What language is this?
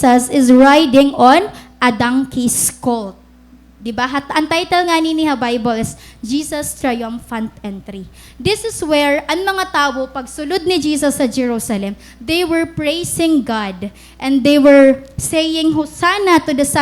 Waray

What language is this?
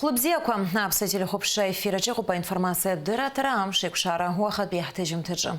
Abkhazian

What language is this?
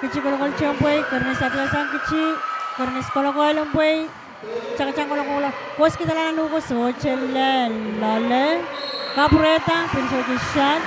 Pohnpeian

